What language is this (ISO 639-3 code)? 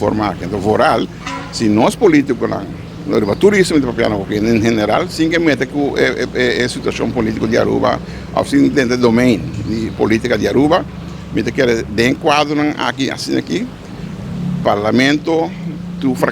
pap